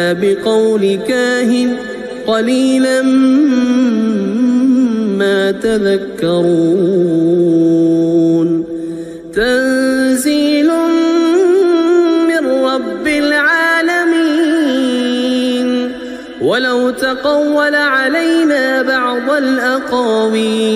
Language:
Arabic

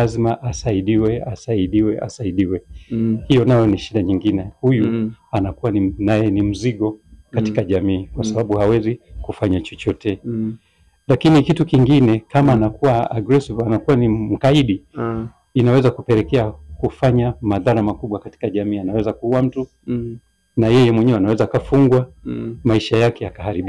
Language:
Swahili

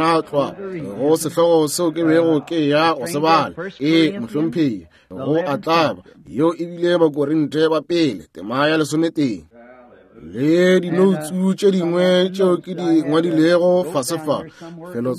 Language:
Northern Sotho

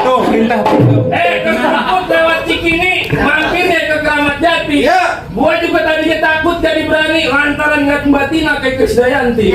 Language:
Betawi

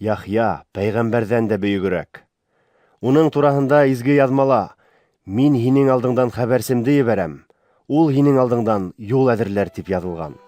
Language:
Bashkir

